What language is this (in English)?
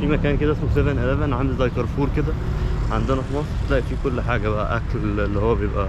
Egyptian Arabic